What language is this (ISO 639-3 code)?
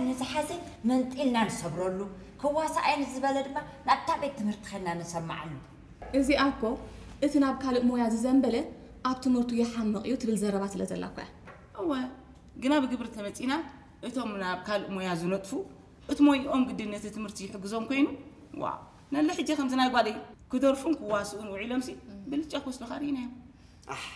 tir